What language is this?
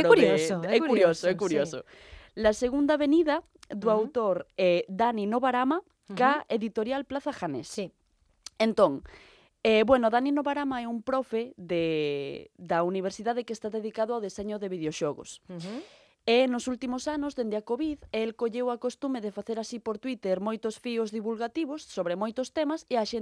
Galician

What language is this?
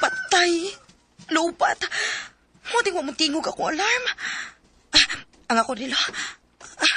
Cebuano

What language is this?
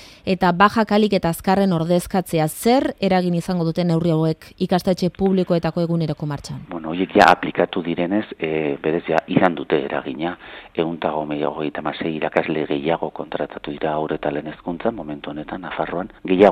Basque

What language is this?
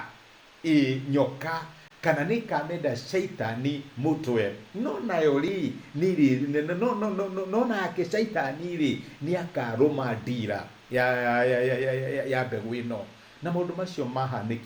Kikuyu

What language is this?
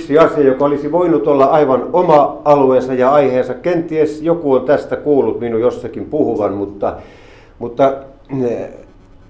Finnish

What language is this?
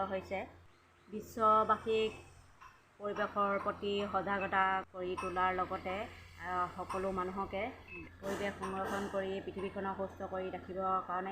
Assamese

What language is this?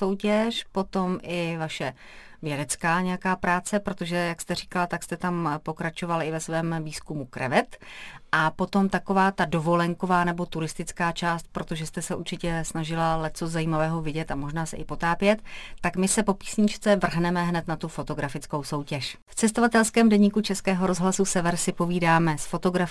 Czech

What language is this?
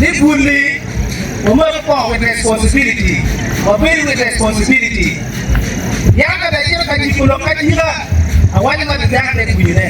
Acoli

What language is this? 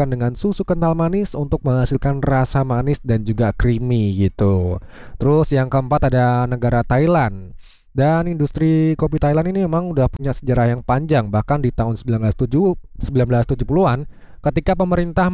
Indonesian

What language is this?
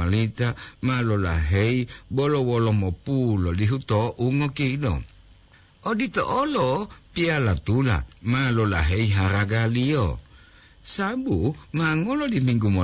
Gorontalo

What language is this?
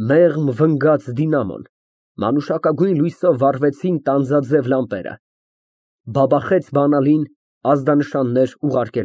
Armenian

